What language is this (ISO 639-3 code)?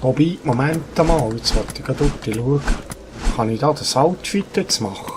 gsw